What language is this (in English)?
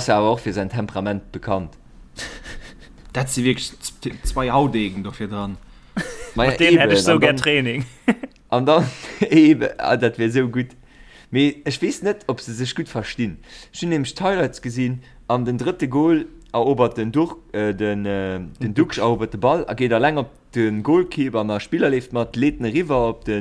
Luxembourgish